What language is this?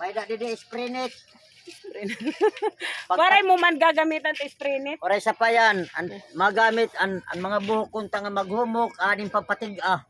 Waray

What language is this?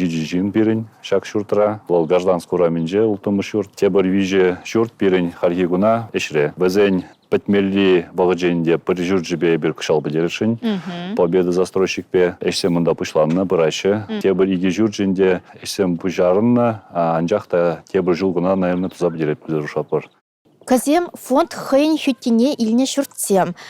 Chuvash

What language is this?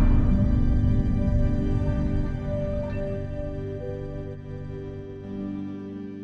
Kalaallisut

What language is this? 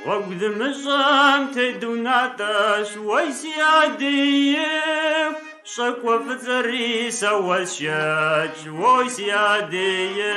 Kabardian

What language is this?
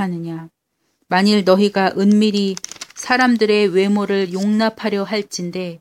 Korean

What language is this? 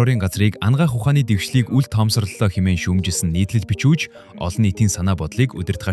Mongolian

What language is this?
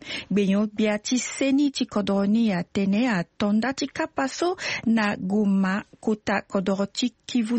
Sango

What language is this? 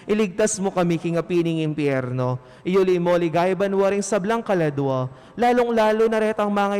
Pampanga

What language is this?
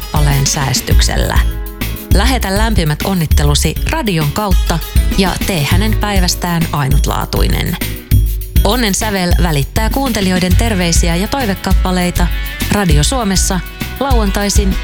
Finnish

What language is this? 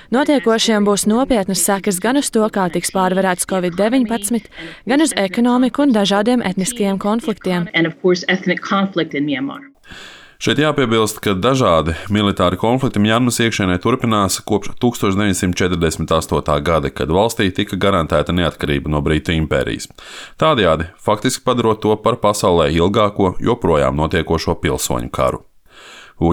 Latvian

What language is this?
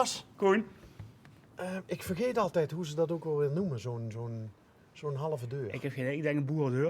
Limburgish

